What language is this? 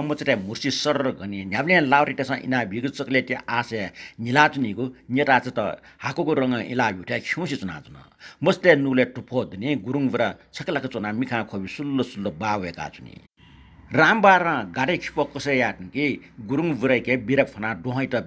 Newari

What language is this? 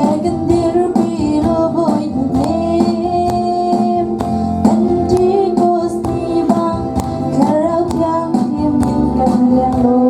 Hakha Chin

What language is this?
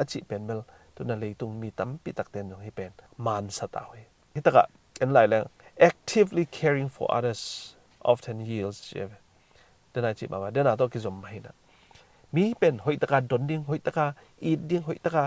Tedim Chin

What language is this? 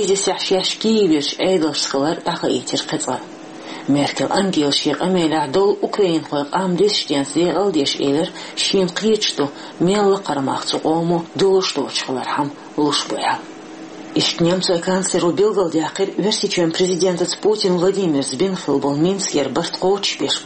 Chechen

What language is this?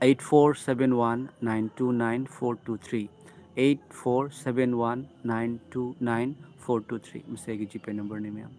Manipuri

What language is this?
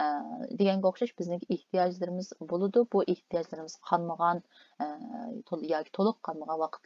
Uyghur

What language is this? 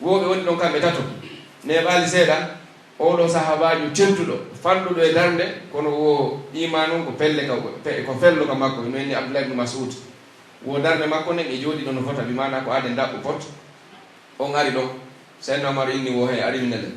Pular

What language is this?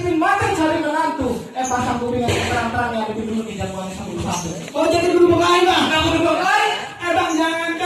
Betawi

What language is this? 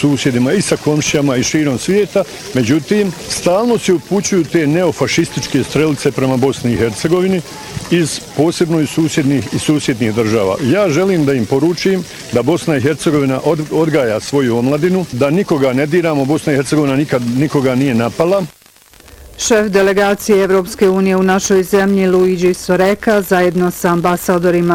Bosnian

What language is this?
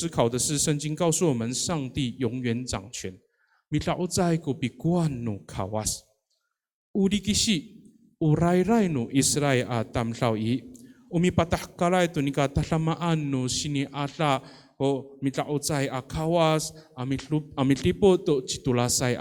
Amis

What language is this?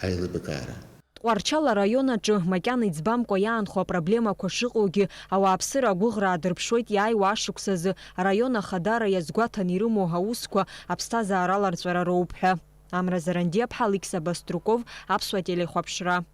Abkhazian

